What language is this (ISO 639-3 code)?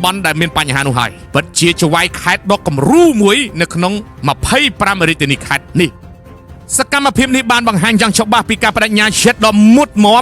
khm